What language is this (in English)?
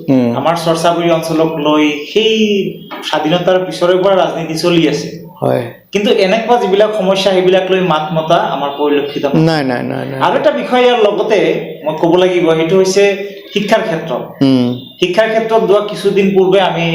Assamese